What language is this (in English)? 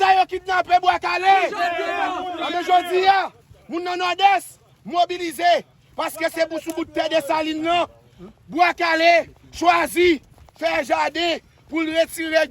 Haitian Creole